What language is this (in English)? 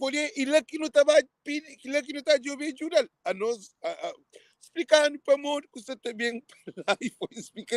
Kabuverdianu